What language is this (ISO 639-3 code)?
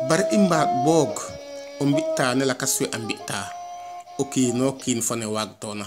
srr